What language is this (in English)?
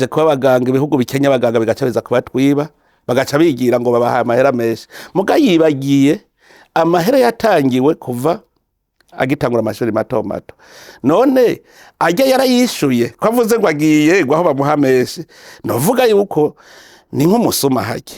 Rundi